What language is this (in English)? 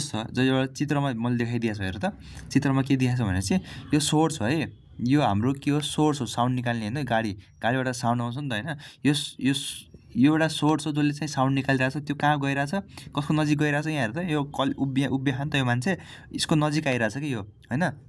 Nepali